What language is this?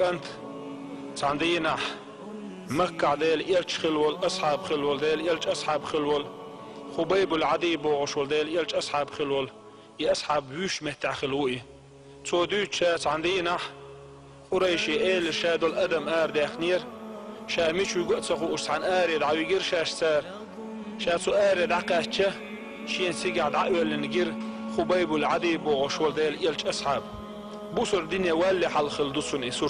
Chechen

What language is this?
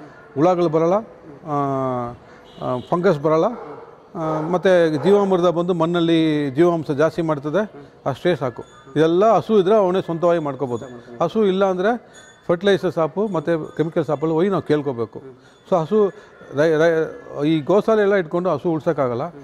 Kannada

